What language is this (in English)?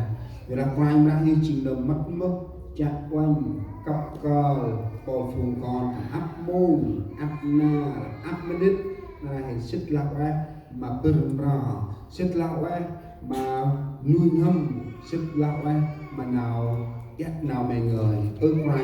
Central Mnong